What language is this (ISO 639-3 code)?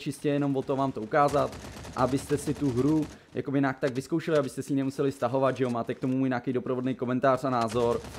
ces